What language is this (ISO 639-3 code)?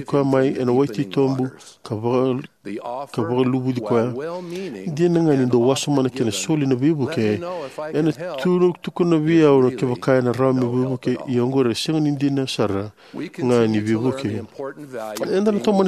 fij